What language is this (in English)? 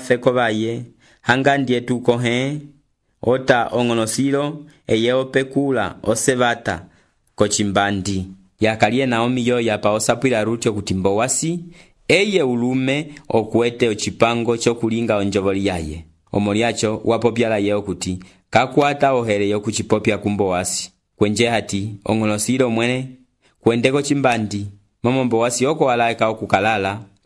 Umbundu